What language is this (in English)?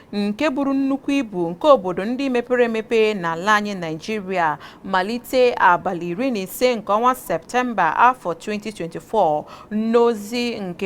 Igbo